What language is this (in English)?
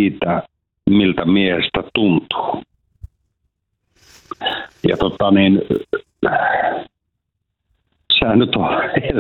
Finnish